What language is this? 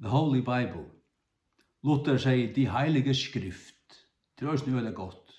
Faroese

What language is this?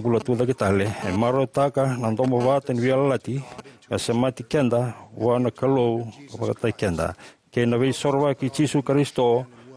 Fijian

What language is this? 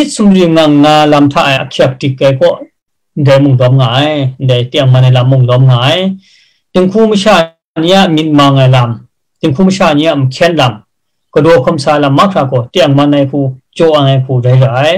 Kachin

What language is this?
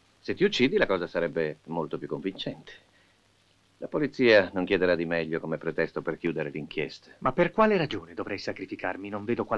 Italian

